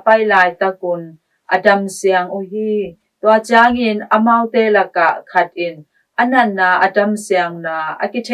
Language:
Tedim Chin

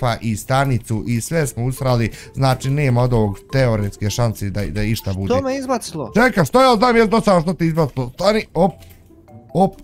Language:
Bosnian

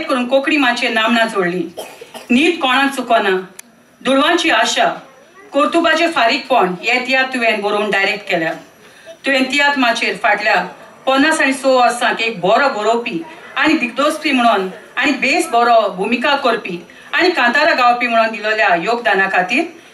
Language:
Konkani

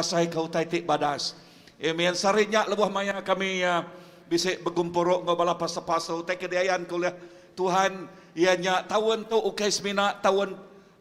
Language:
Iban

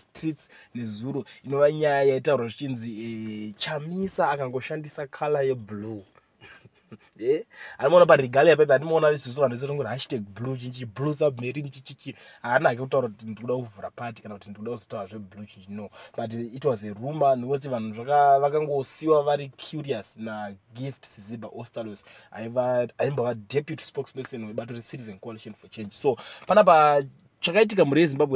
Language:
Shona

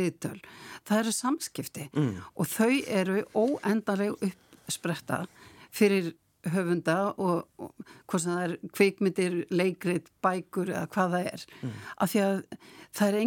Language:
Icelandic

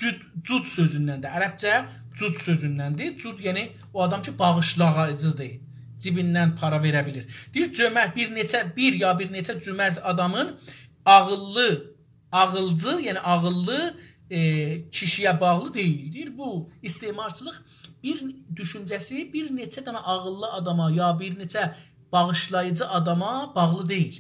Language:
South Azerbaijani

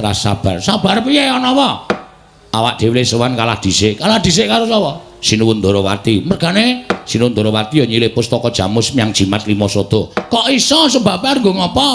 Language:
Javanese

